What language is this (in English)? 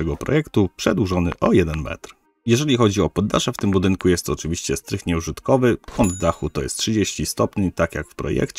Polish